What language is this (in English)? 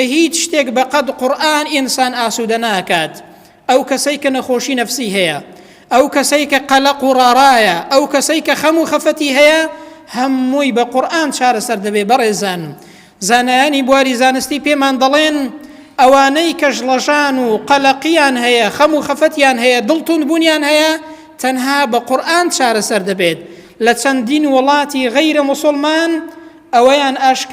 Central Kurdish